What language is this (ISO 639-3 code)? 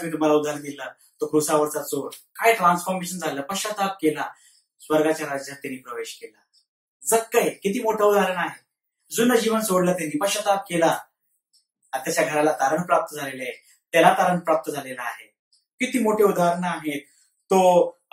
mar